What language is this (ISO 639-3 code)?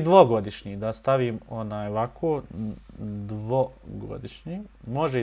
bos